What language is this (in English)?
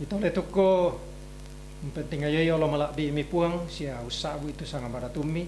Toraja-Sa'dan